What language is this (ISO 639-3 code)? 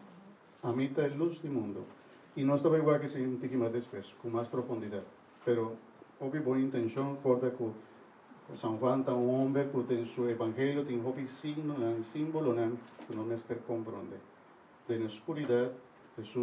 pap